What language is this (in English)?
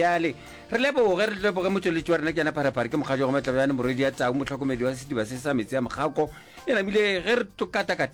Northern Sotho